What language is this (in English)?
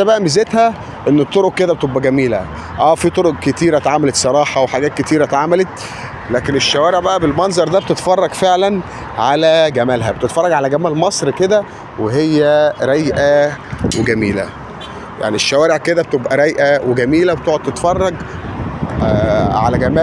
Egyptian Arabic